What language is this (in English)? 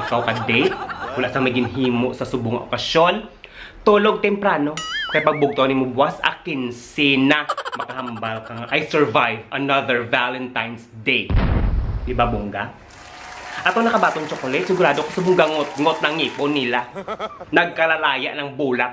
Hiligaynon